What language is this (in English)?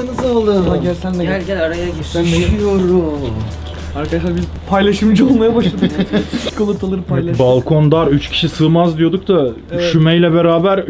Turkish